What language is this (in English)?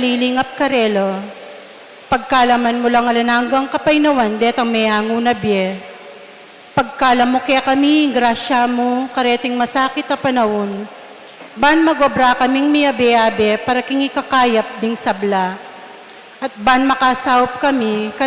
Pampanga